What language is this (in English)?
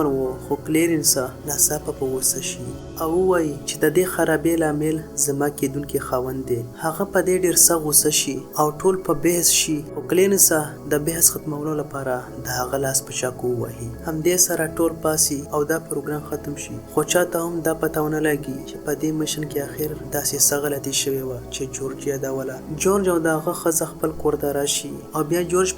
Pashto